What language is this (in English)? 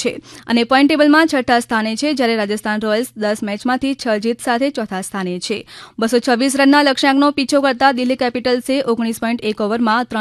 Gujarati